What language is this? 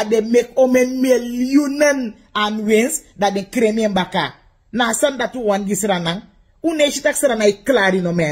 Sranan Tongo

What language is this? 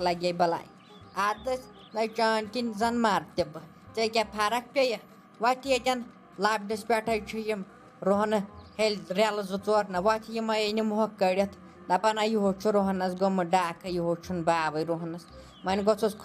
Kashmiri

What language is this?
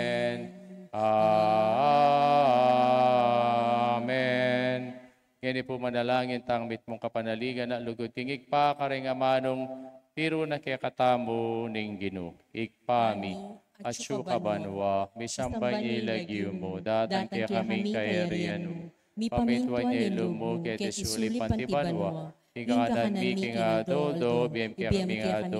Pampanga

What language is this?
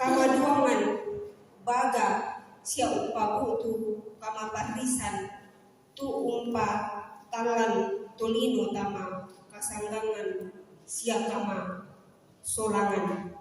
Toraja-Sa'dan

